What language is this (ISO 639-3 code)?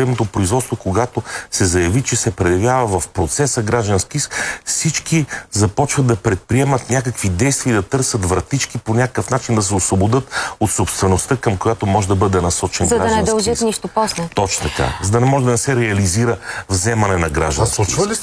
bul